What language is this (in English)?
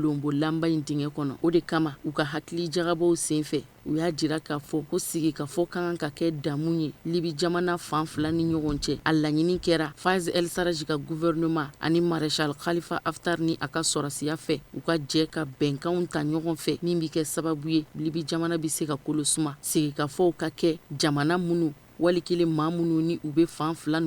Bambara